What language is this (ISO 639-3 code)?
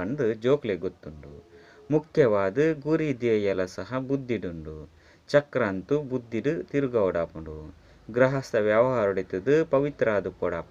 tcy